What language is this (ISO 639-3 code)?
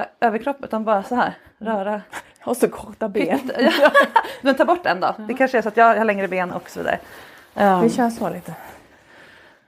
swe